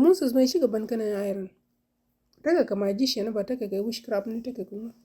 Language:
Nuer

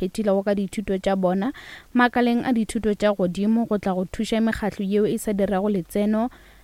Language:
Northern Sotho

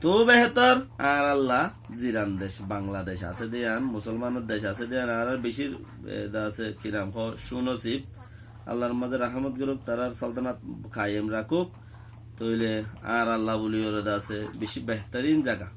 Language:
Rohingya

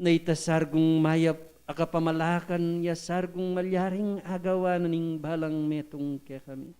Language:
Pampanga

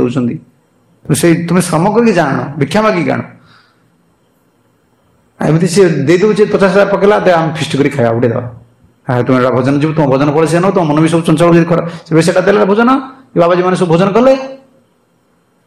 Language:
Odia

